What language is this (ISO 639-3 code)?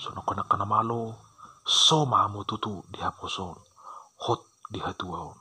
bbc